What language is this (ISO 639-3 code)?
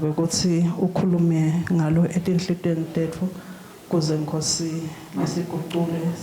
ssw